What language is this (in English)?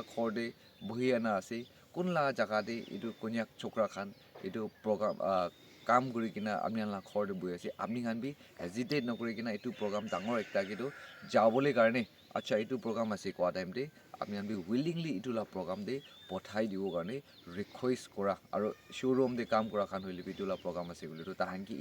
Naga Pidgin